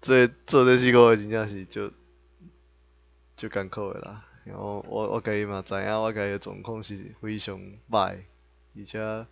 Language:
Min Nan Chinese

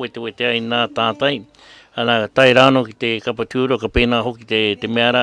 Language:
Māori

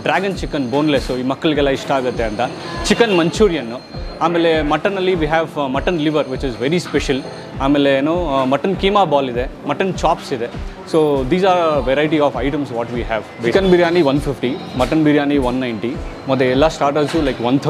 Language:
Kannada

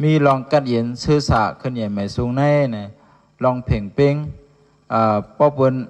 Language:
Shan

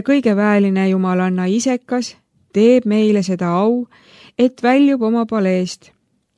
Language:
Estonian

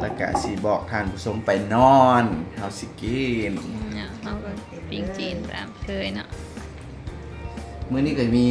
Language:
Lao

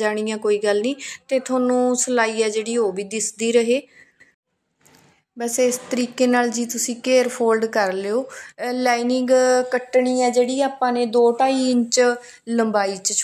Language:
Punjabi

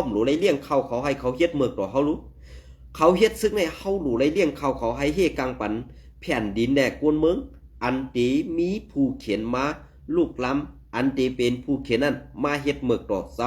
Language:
Shan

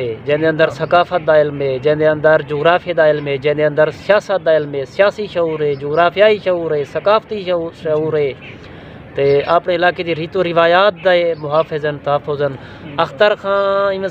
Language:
Saraiki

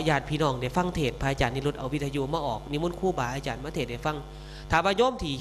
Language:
Northeastern Thai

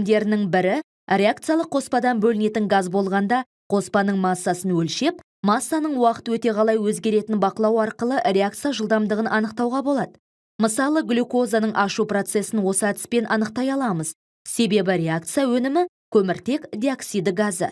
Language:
Kazakh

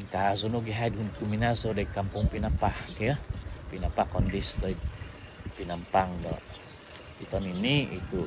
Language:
Central Dusun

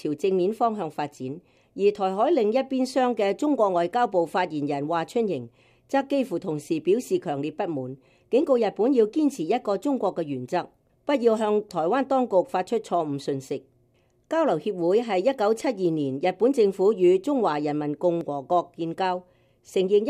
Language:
Cantonese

